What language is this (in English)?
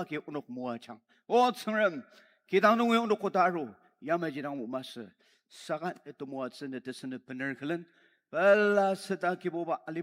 Ao Naga